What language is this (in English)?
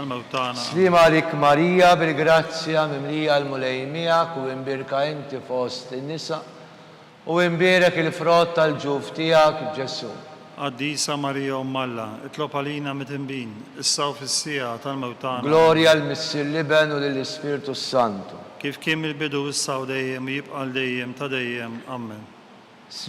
Maltese